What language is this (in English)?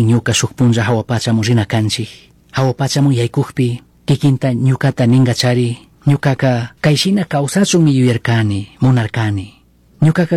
Chimborazo Highland Quichua